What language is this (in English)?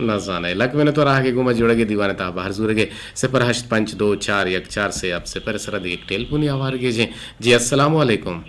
Eastern Balochi